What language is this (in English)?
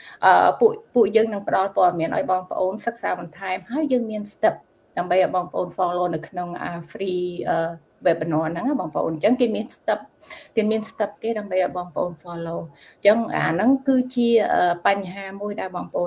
Khmer